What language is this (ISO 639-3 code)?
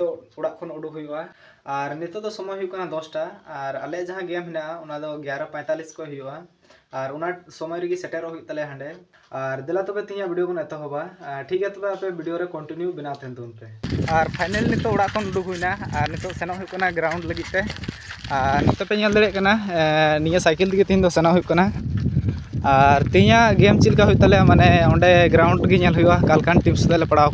sat